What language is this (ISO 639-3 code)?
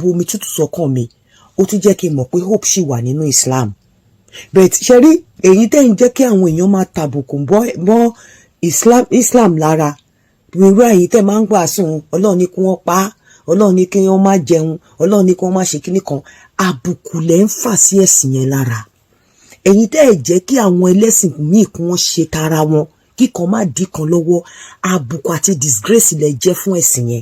yor